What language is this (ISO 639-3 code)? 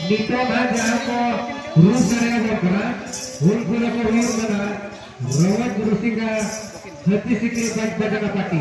sat